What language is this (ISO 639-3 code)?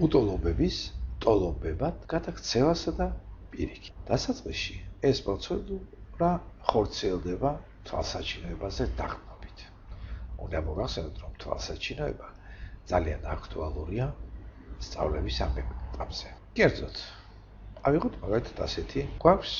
kat